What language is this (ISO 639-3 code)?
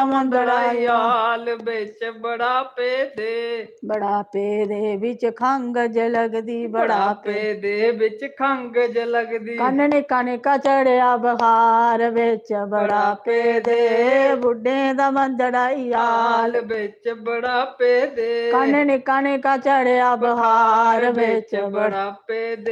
doi